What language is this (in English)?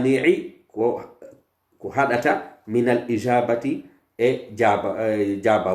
Pular